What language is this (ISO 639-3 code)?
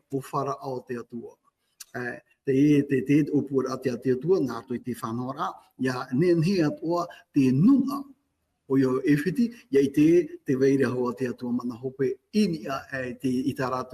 tah